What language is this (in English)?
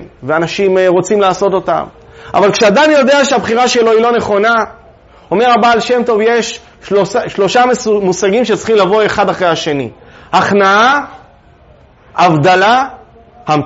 Hebrew